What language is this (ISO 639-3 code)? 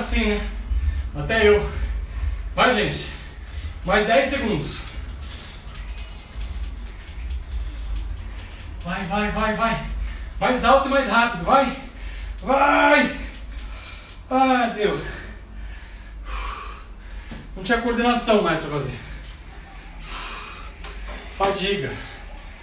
por